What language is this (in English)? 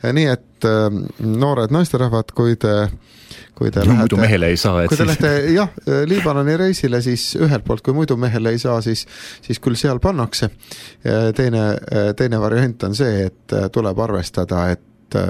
Estonian